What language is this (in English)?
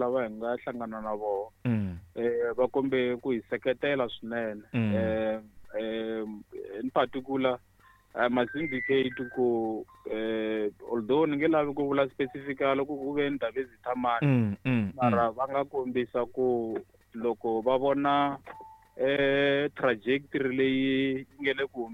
Tsonga